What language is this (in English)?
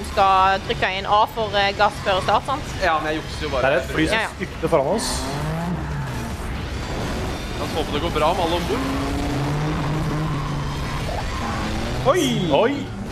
Norwegian